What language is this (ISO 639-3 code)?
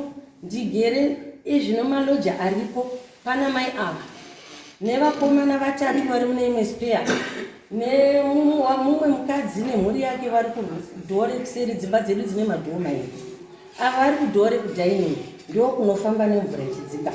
sna